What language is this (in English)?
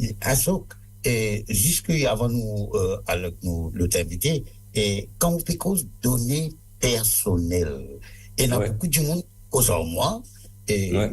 Morisyen